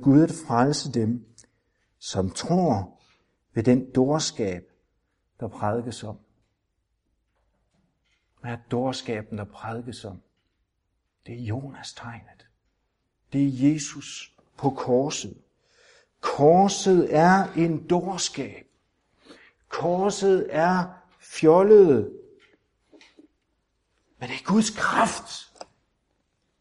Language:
Danish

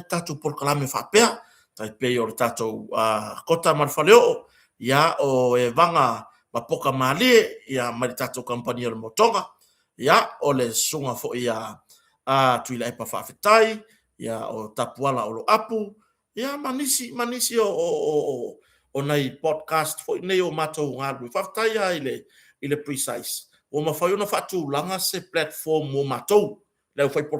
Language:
Samoan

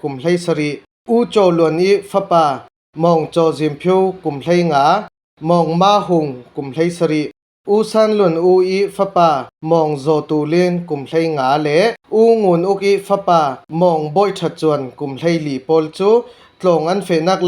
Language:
Falam Chin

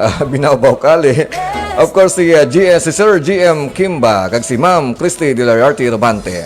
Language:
Hiligaynon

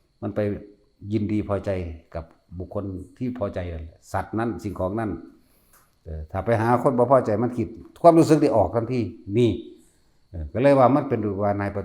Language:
Northeastern Thai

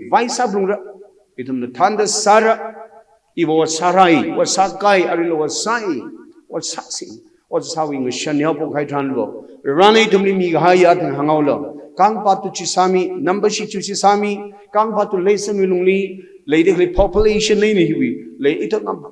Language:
Tangkhul Naga (India)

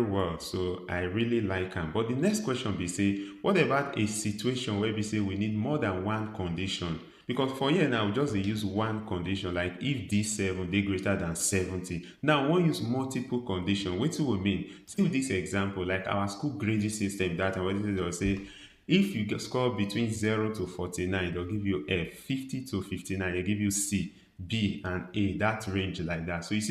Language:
Nigerian Pidgin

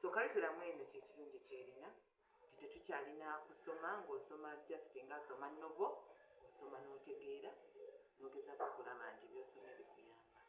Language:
Ganda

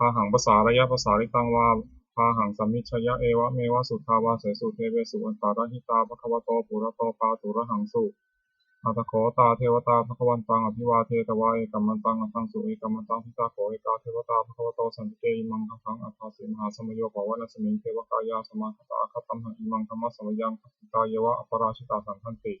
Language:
Pali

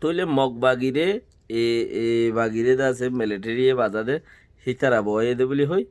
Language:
Rohingya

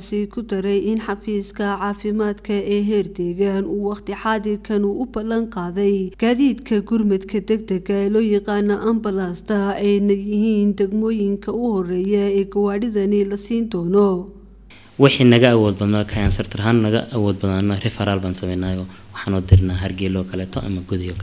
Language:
Somali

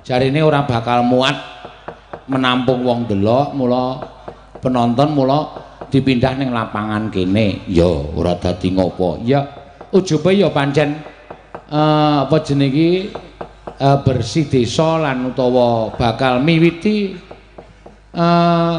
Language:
Javanese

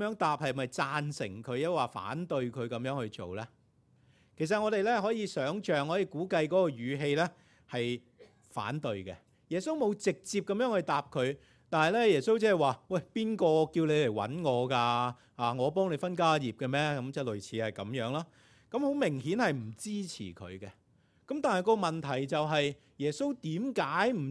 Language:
Cantonese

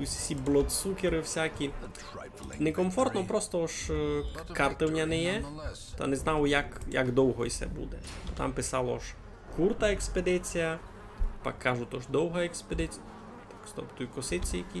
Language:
Rusyn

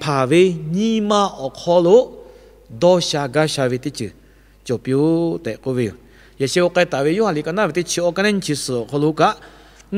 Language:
Lahu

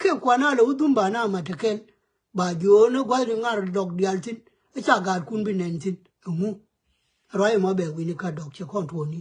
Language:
Nuer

